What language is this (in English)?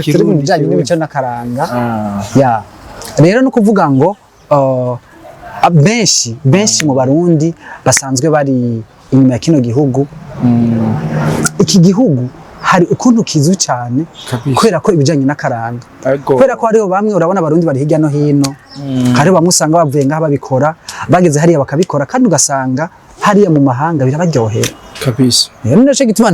Rundi